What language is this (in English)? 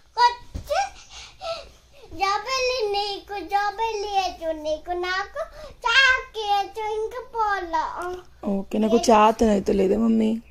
Telugu